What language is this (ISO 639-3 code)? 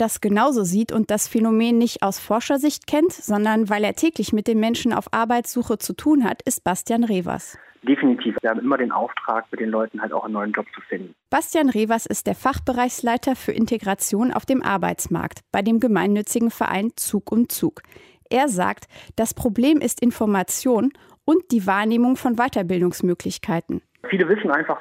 deu